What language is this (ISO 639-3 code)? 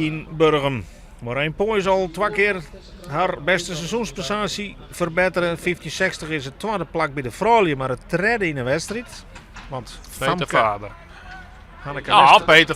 fry